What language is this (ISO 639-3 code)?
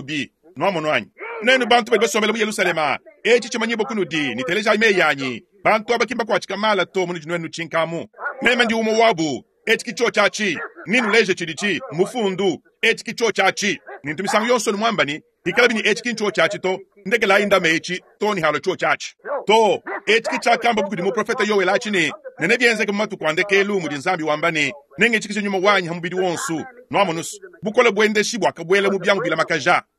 lua